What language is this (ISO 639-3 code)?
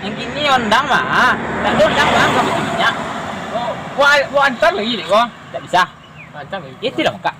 min